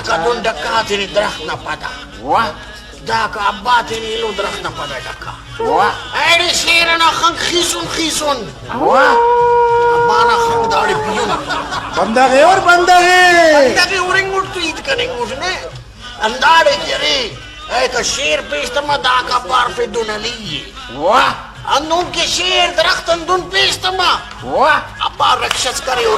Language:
Brahui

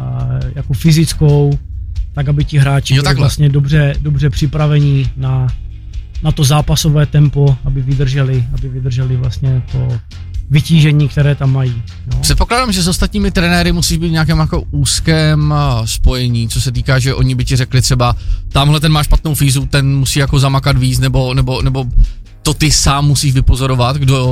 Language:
Czech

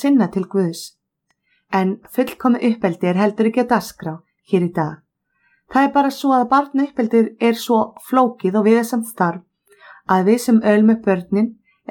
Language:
Icelandic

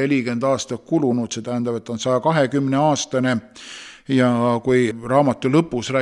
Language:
Estonian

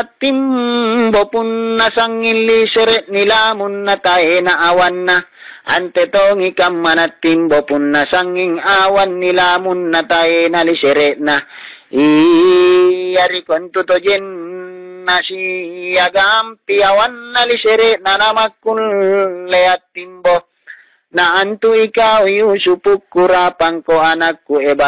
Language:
Makasar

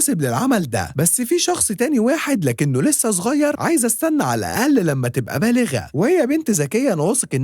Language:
Egyptian Arabic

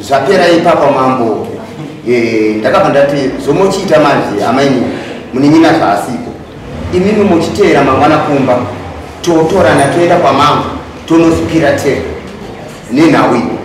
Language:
Shona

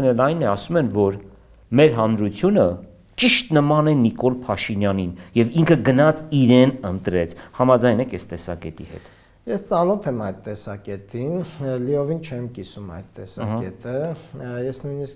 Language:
Armenian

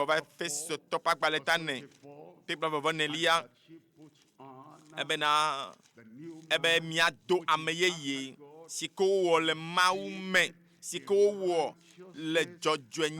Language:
Ewe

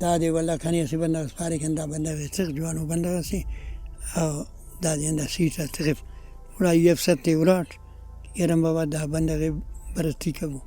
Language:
Brahui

